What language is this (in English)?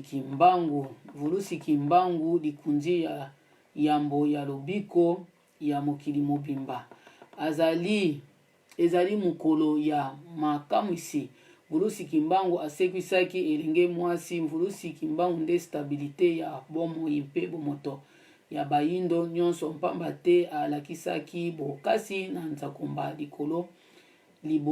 Lingala